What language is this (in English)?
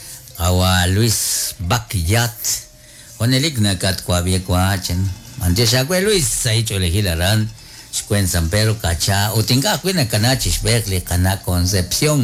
Kekchí